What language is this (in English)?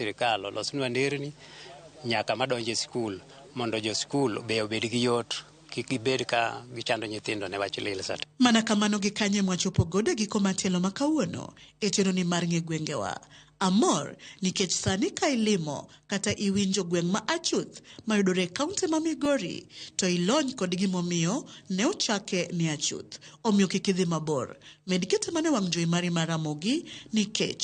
Luo (Kenya and Tanzania)